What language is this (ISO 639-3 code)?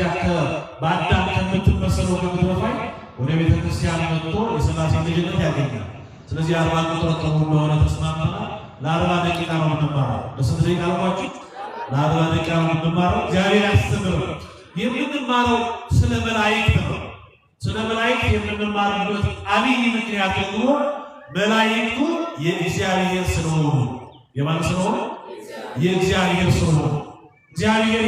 amh